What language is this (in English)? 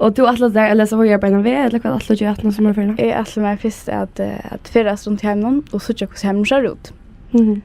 Faroese